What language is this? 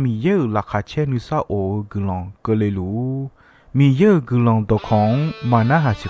Akha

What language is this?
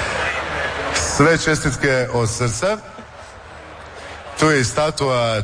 Croatian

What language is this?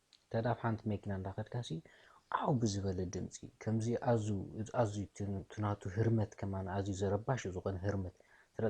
Tigrinya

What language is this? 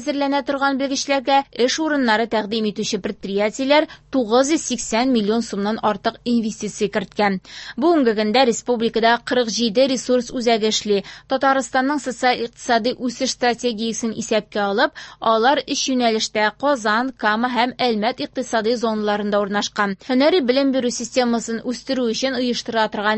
Tatar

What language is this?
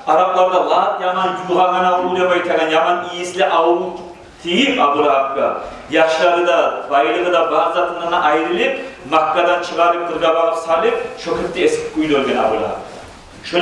Kumyk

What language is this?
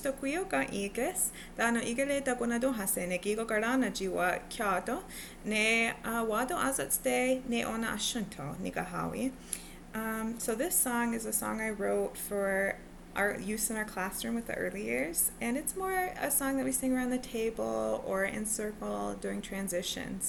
Mohawk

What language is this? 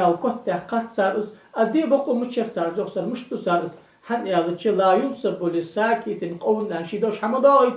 Ingush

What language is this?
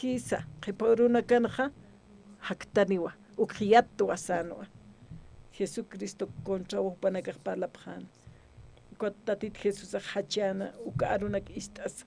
Aymara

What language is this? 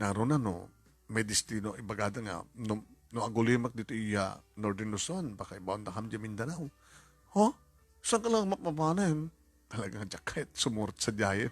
Iloko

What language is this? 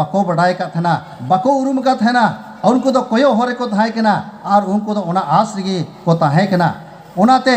Santali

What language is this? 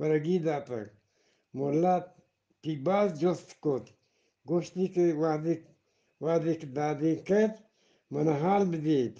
Eastern Balochi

